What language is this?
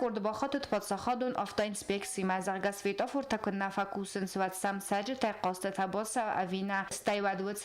Ossetic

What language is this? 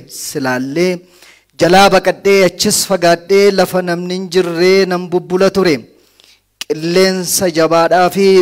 Oromo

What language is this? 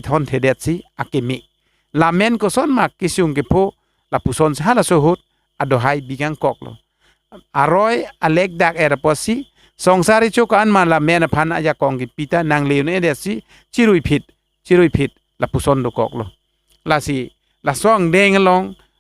Karbi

